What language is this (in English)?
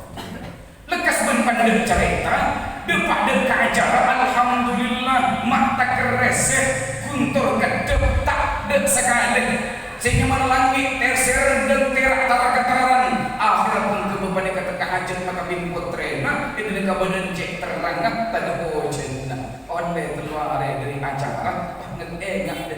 Madurese